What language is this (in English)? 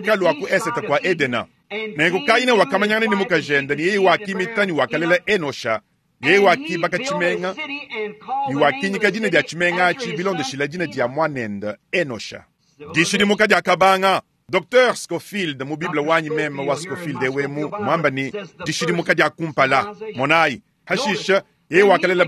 Luba-Lulua